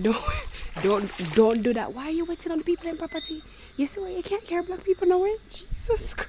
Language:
Jamaican Creole English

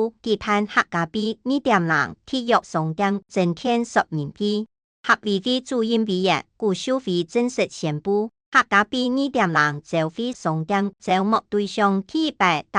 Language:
Hakka Chinese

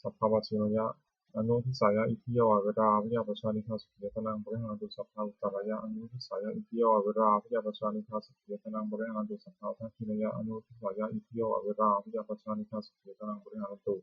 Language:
Pali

